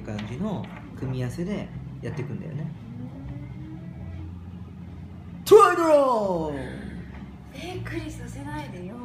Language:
Japanese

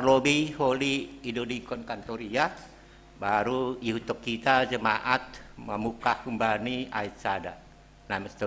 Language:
Batak Simalungun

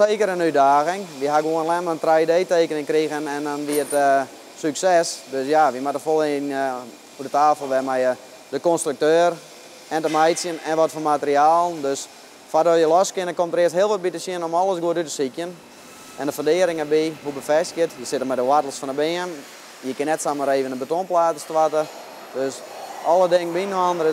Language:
Western Frisian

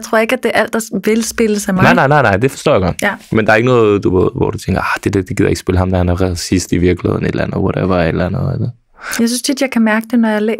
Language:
Danish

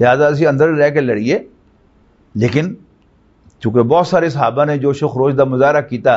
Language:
Western Panjabi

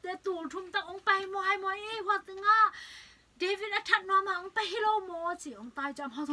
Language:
Tedim Chin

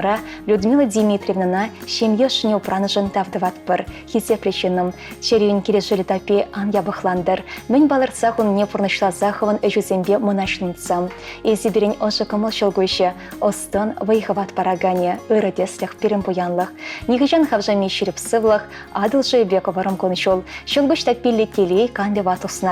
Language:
Chuvash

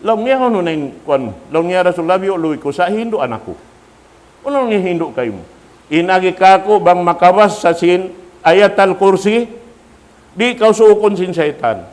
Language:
Tausug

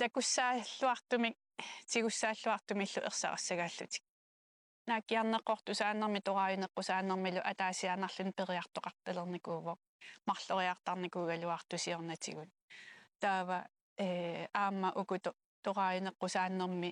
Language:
Kalaallisut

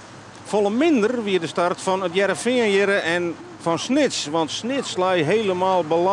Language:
Western Frisian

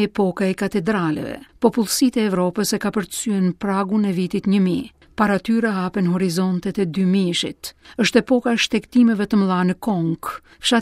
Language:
Albanian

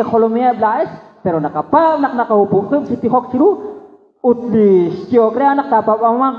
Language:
Kekchí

